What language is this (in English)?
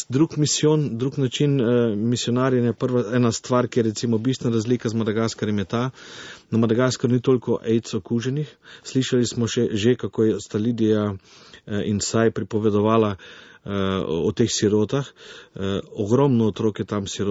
Slovenian